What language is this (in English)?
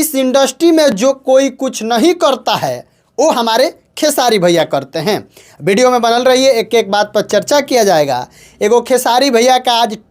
Bhojpuri